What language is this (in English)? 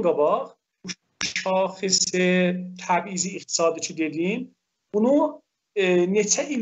South Azerbaijani